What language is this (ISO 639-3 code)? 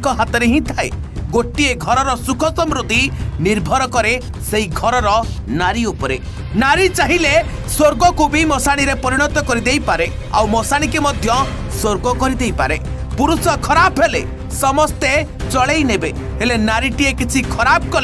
ori